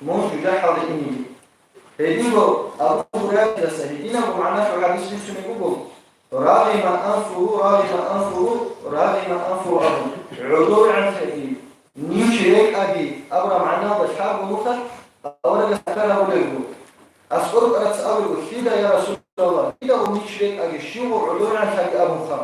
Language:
Avaric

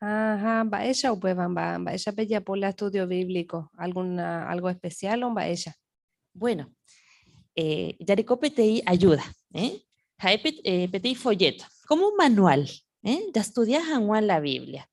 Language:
Guarani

